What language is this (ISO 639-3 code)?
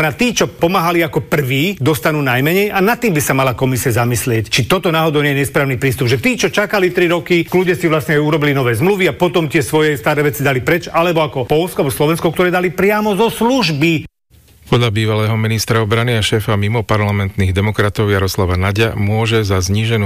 slk